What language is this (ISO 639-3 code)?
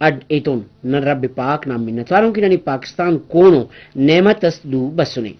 brh